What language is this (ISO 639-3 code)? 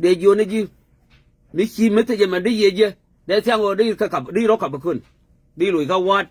nus